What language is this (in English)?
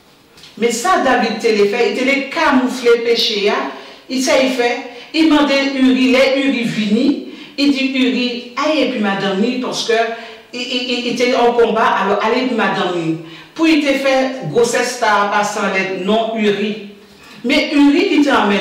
Guadeloupean Creole French